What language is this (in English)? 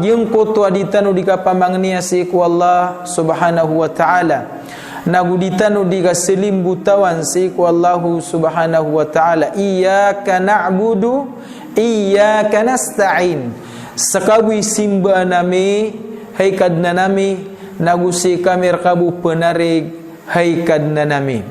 Maranao